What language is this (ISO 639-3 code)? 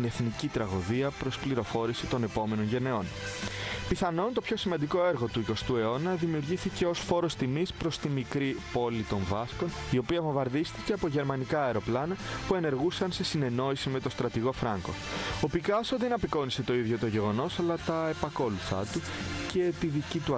ell